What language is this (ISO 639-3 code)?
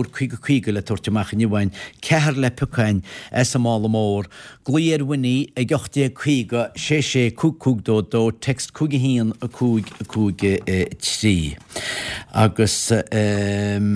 gle